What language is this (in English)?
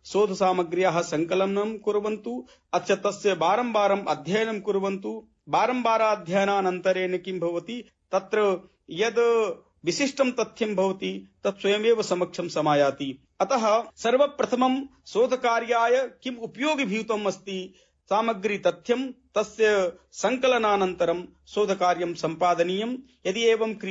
Sanskrit